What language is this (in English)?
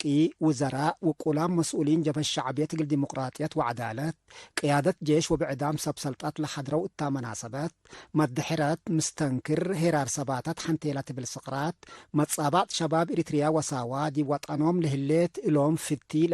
Tigre